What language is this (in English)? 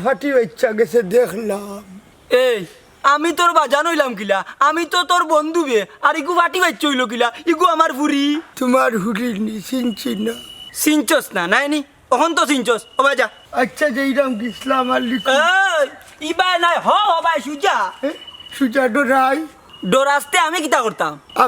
Sylheti